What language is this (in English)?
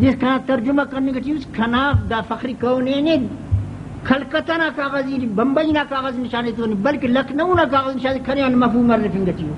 Brahui